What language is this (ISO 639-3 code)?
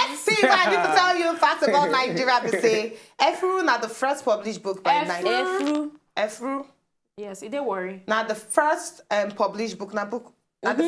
pcm